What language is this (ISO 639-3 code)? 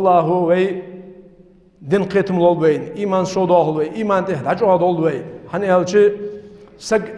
inh